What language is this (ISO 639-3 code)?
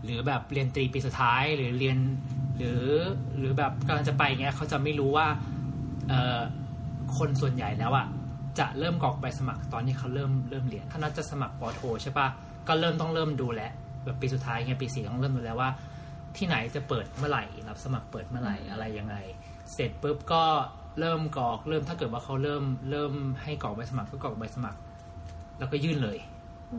tha